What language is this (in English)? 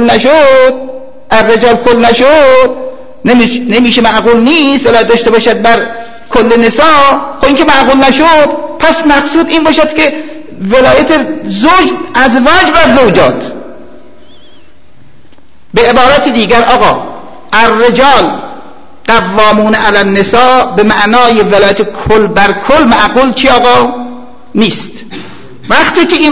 Persian